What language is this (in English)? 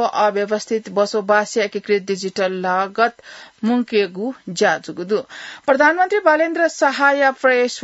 Newari